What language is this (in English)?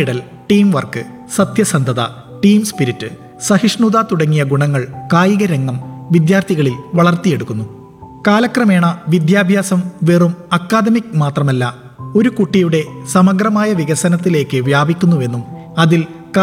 Malayalam